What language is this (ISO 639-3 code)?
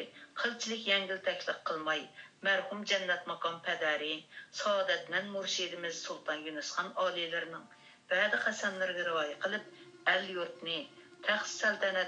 uig